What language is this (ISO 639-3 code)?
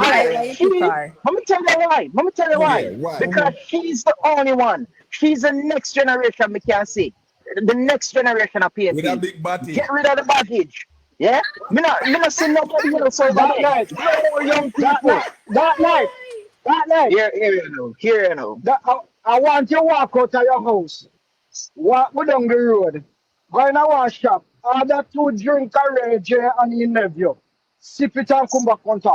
jam